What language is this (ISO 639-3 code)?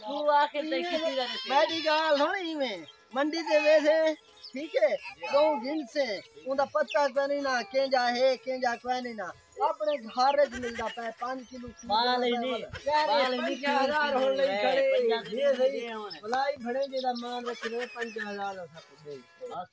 skr